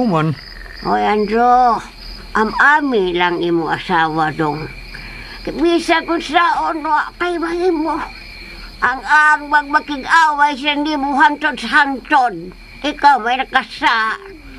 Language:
Cebuano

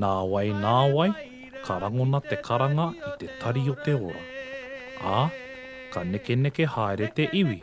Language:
Māori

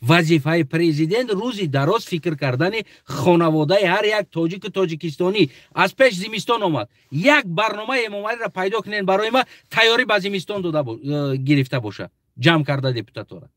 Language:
Tajik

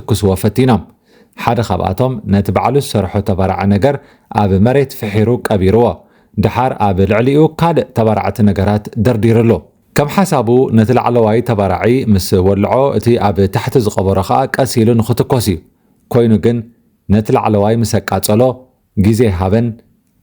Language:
Tigrinya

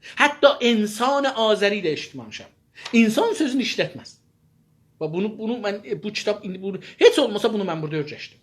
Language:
South Azerbaijani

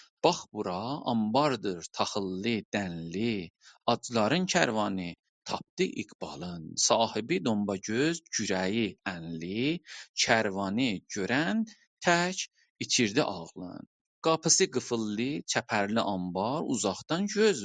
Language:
South Azerbaijani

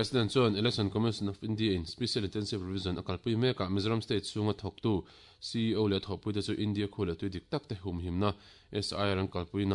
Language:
Mizo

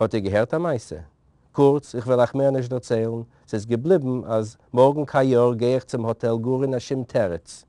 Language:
Yiddish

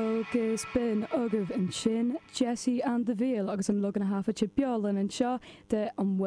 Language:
Irish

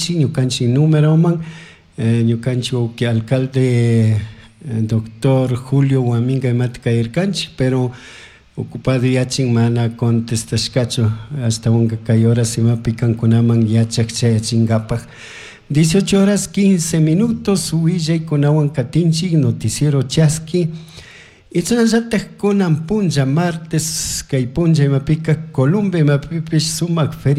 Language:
Chimborazo Highland Quichua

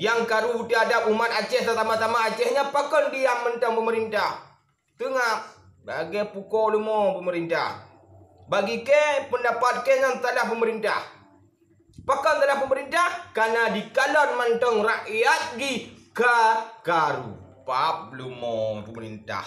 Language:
Achinese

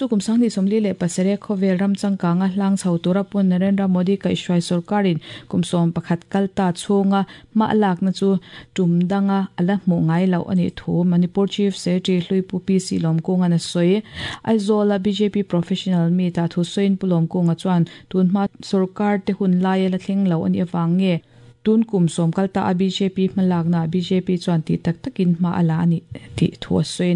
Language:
Mizo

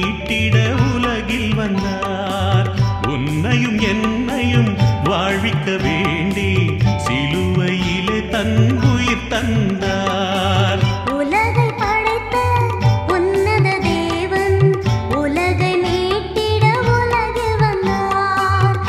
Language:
Tamil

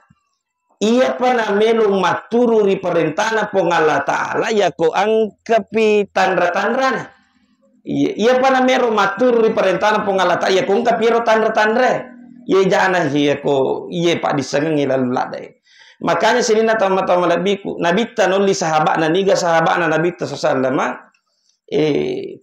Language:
Buginese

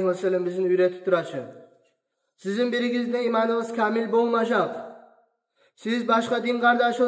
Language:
Kumyk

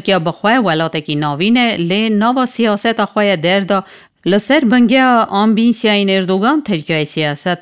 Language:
Kurdish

